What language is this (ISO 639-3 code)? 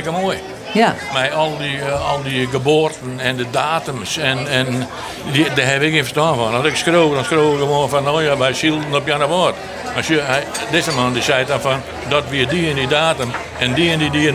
fry